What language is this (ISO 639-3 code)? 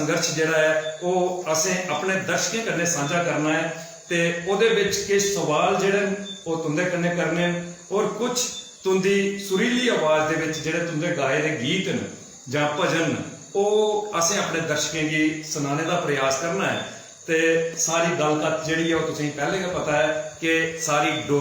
doi